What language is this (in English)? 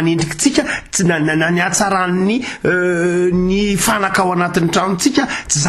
Malagasy